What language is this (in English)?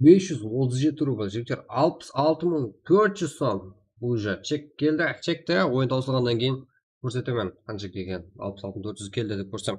Kara-Kalpak